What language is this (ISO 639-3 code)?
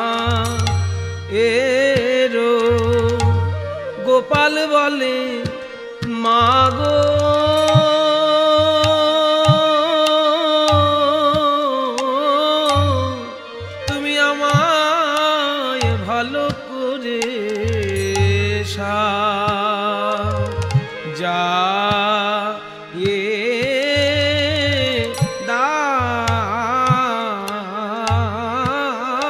ben